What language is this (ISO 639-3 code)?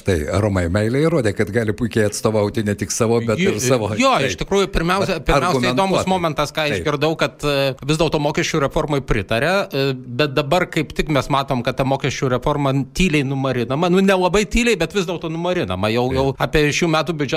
lit